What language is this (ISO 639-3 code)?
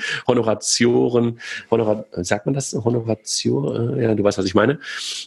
deu